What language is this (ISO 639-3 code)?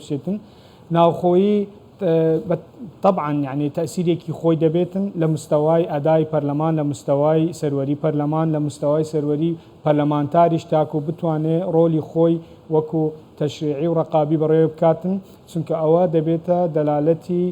ckb